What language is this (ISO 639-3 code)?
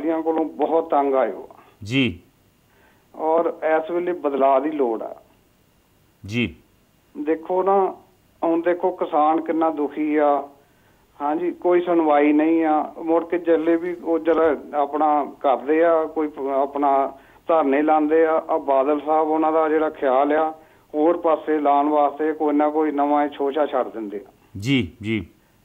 pan